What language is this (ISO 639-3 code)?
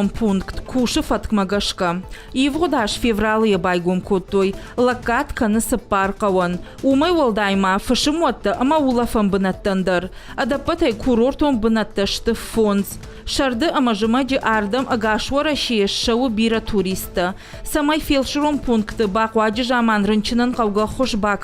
oss